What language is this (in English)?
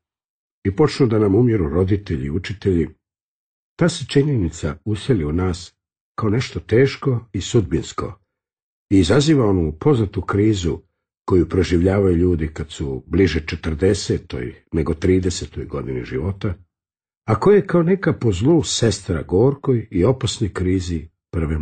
Serbian